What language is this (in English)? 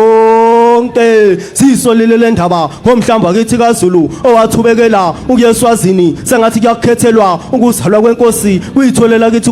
Zulu